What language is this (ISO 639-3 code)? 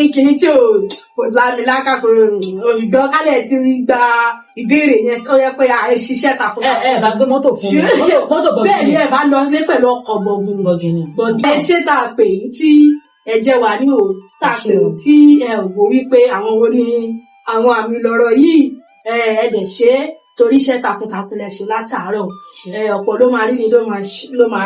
yor